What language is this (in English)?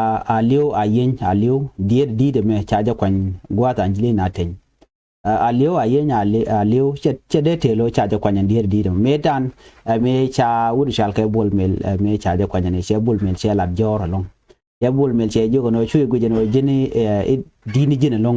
Nuer